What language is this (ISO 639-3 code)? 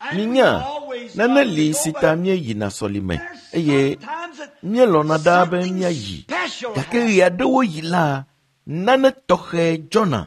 ewe